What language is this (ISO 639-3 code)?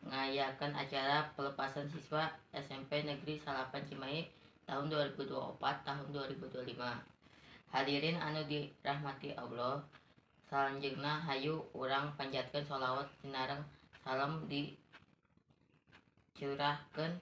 sun